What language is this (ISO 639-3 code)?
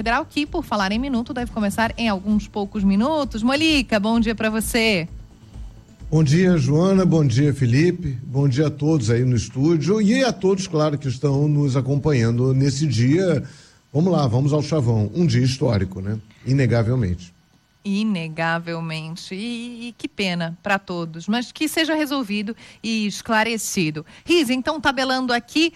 por